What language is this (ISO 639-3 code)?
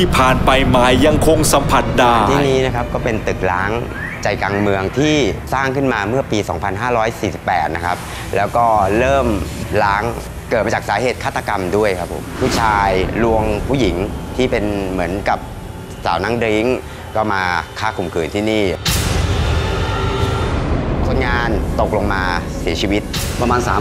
tha